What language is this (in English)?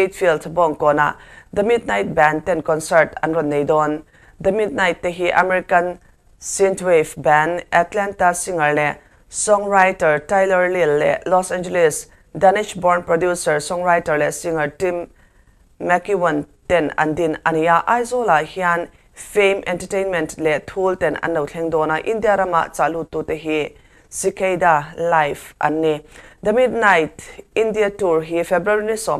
Mizo